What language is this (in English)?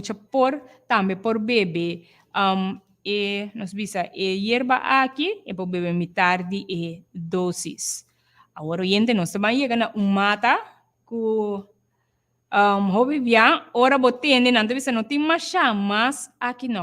Papiamento